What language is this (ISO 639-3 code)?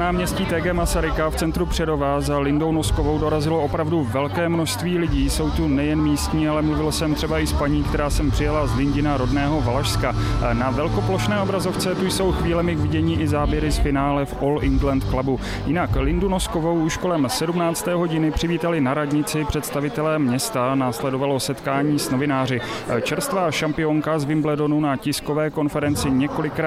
ces